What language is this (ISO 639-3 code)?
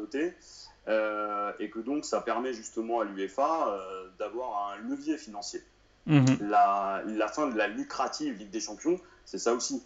fra